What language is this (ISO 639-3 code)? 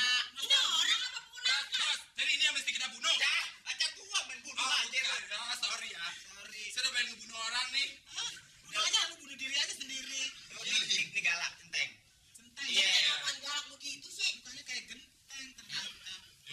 bew